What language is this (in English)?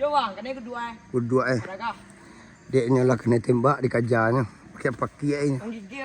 Minangkabau